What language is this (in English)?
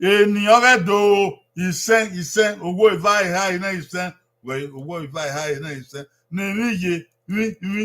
Bini